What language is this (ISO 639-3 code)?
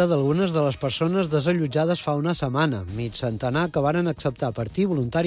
cat